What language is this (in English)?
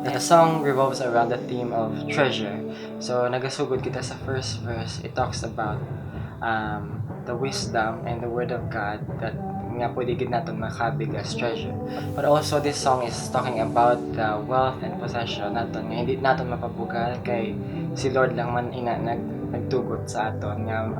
Hiligaynon